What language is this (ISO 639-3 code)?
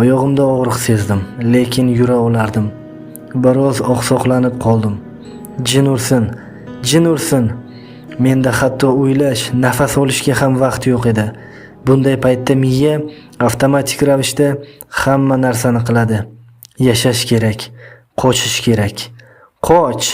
uzb